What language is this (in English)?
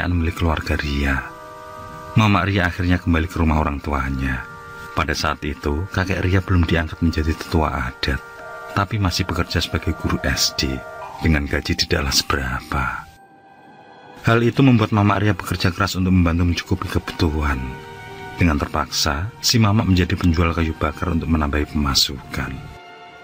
Indonesian